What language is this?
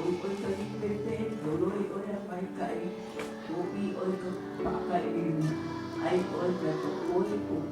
Hawaiian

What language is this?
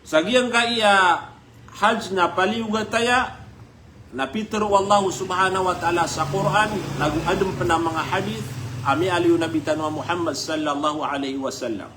Maranao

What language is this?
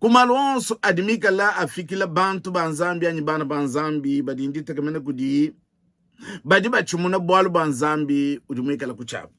Luba-Lulua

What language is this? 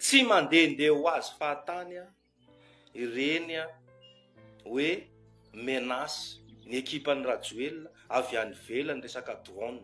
Malagasy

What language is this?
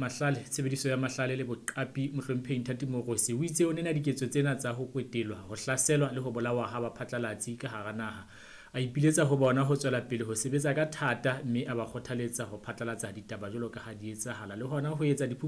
Southern Sotho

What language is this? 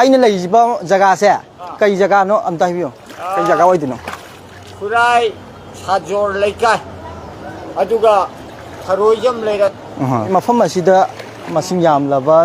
Manipuri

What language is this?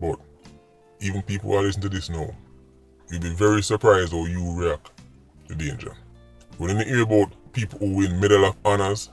Jamaican Creole English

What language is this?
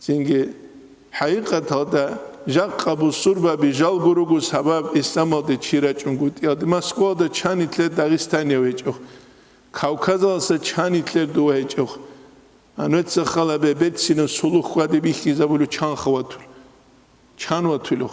Avaric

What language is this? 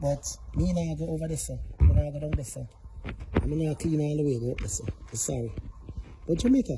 Jamaican Creole English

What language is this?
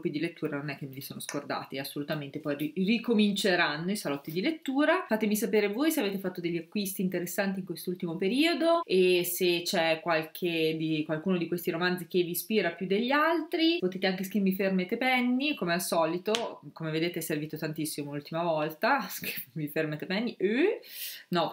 Italian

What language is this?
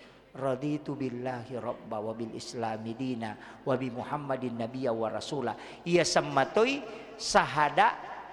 Buginese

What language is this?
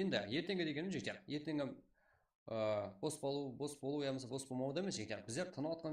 Kara-Kalpak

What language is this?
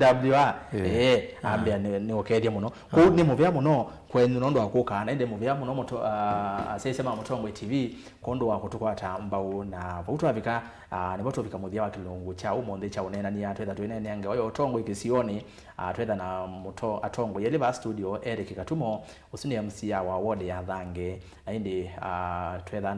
Kamba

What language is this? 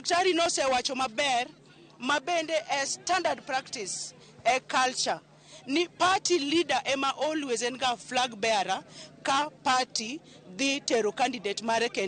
Luo (Kenya and Tanzania)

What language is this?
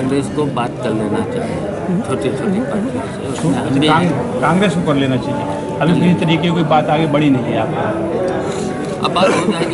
Hindi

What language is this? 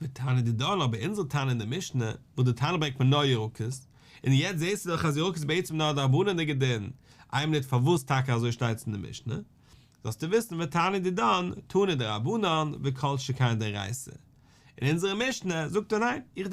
Yiddish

